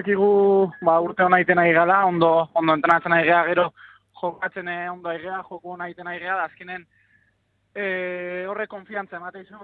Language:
Basque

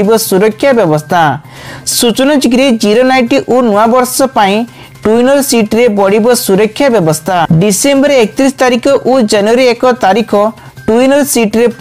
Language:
Odia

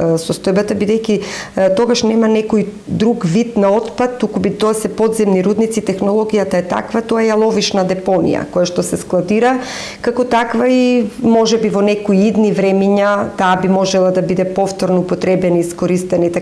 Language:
Macedonian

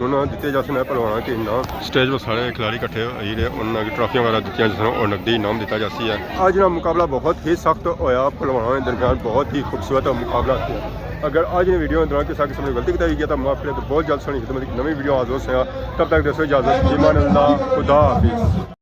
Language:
Pahari-Potwari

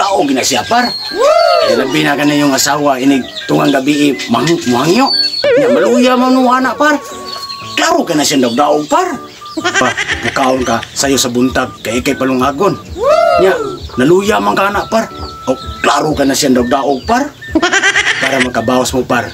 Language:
Cebuano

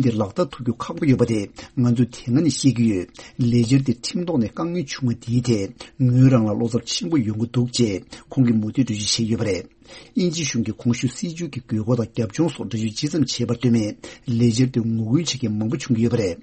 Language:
Tibetan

